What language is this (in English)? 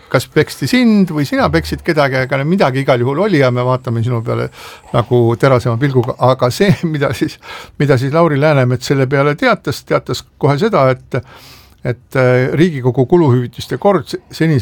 Estonian